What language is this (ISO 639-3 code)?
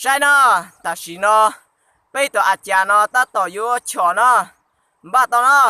hmn